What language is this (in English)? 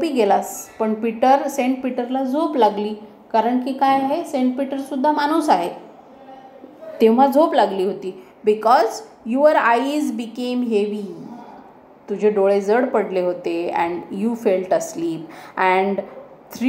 Marathi